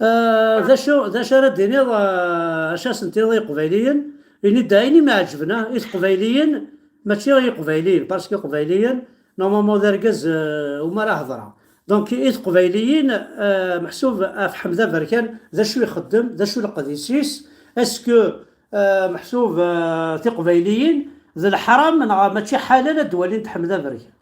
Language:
Kabyle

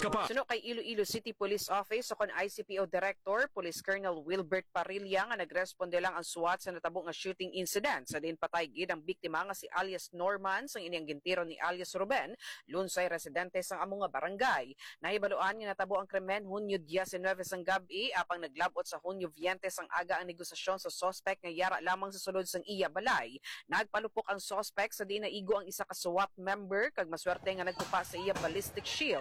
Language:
Hiligaynon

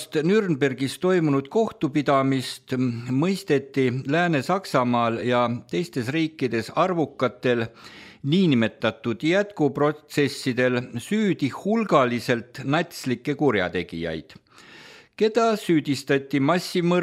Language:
Estonian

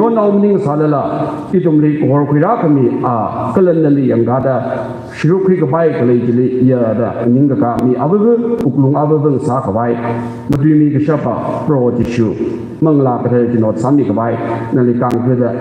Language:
Tangkhul Naga (India)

